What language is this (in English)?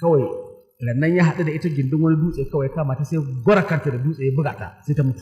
Hausa